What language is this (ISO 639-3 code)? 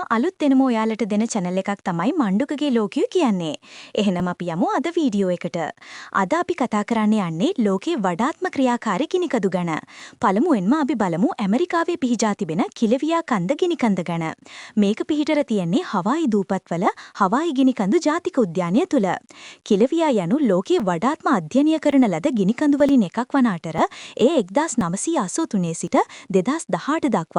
sin